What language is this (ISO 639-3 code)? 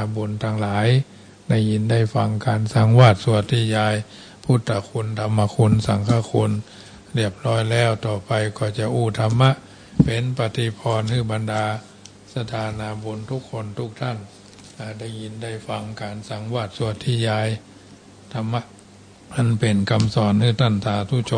pli